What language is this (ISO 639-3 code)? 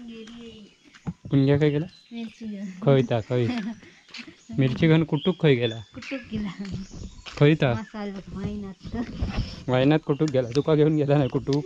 kok